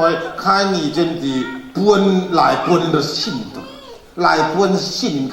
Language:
Falam Chin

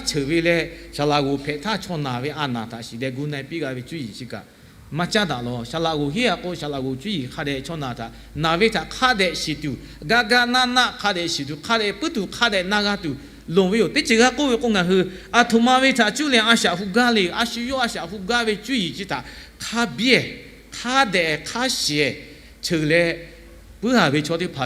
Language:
Lahu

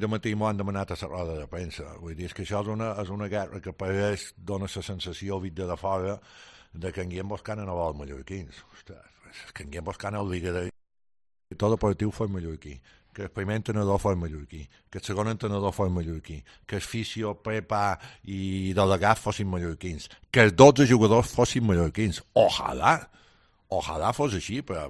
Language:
Catalan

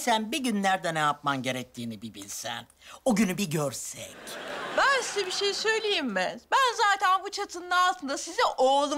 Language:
Turkish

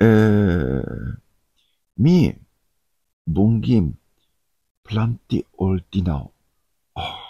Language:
Tok Pisin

